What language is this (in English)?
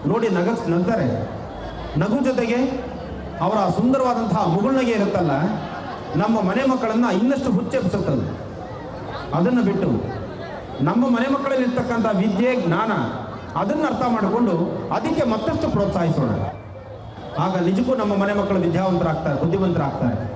Kannada